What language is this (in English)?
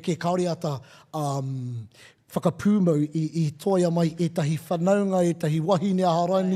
Māori